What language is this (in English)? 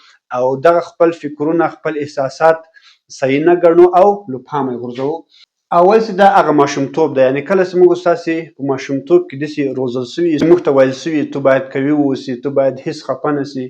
Pashto